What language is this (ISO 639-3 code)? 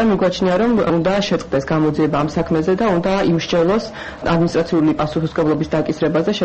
kat